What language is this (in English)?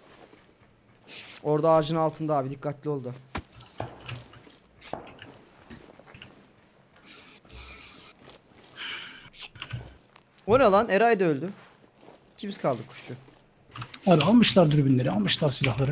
Turkish